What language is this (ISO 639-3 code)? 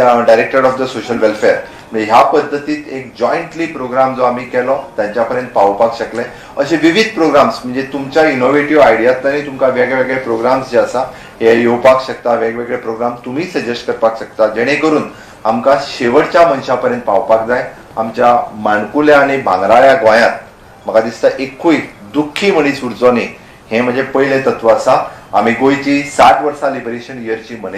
kok